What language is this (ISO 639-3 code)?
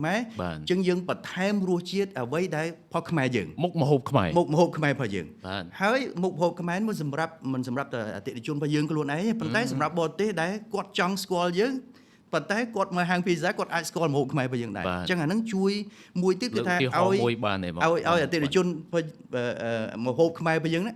khm